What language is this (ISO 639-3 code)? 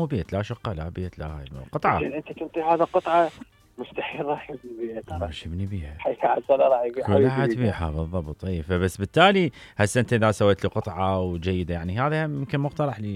acm